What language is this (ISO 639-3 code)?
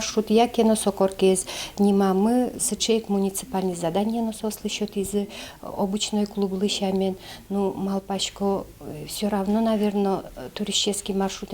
udm